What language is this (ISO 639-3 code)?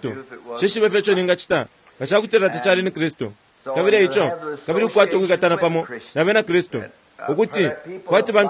bem